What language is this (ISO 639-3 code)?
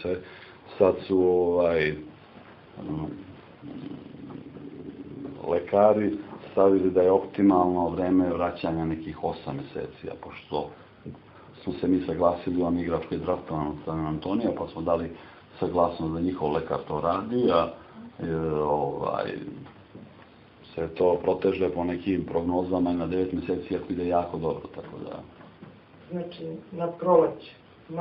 srp